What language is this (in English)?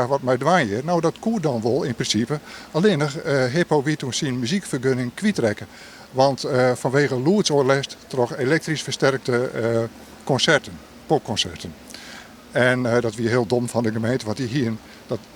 Western Frisian